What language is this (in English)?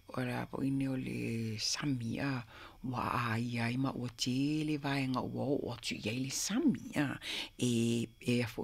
Samoan